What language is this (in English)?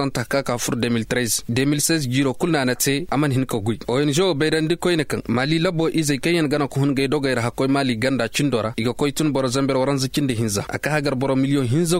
Koyraboro Senni